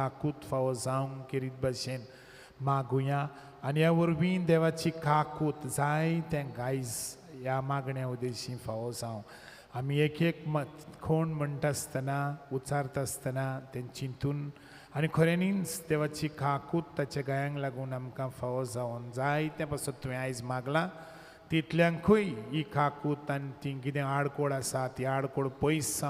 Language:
Konkani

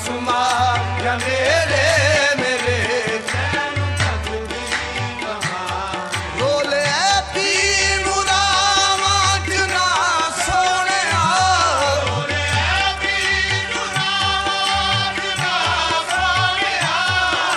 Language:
Punjabi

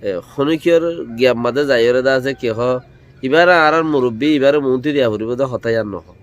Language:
Rohingya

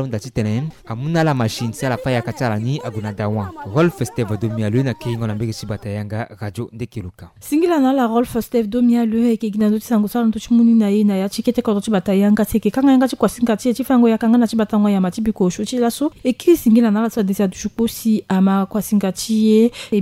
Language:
Sango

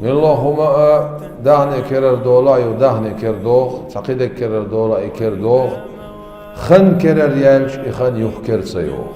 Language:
Chechen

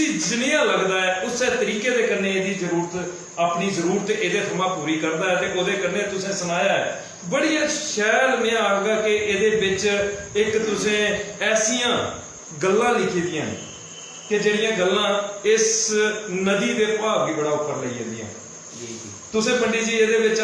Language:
Dogri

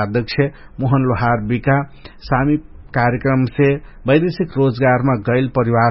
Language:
Dangaura Tharu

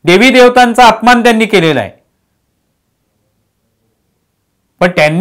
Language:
Marathi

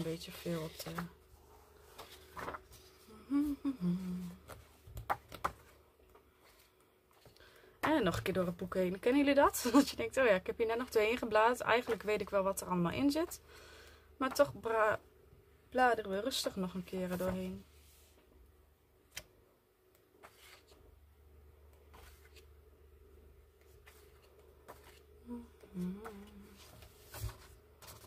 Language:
Dutch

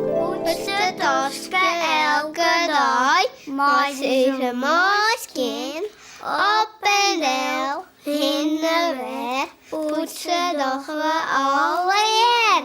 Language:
Western Frisian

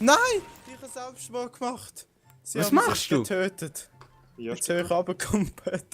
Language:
Swiss German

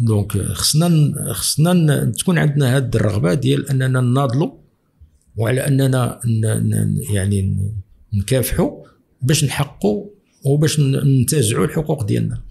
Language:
Moroccan Arabic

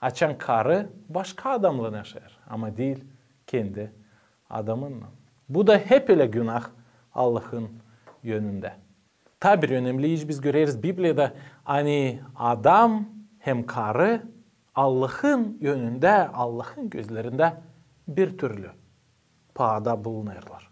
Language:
Gagauz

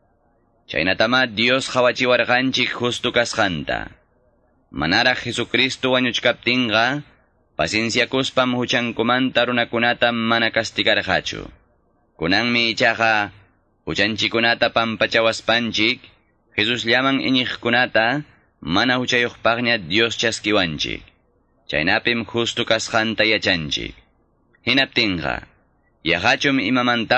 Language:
Quechua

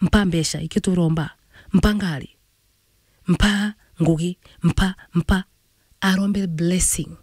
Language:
Meru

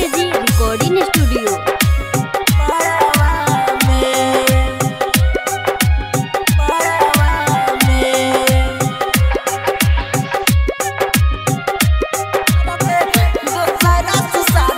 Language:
Bhojpuri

